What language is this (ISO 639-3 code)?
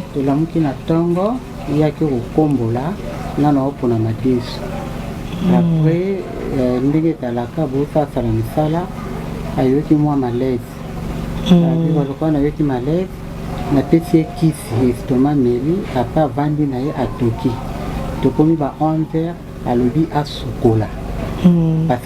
lin